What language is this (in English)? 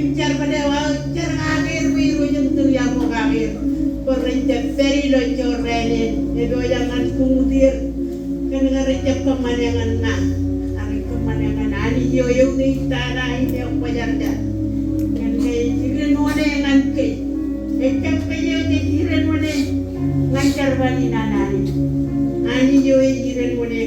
Marshallese